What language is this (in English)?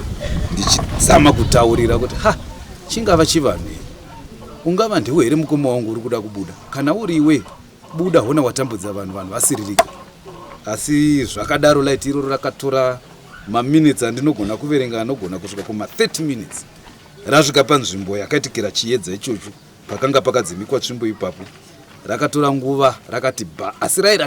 Shona